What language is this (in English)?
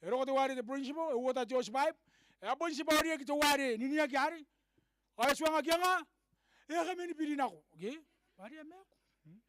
Gilbertese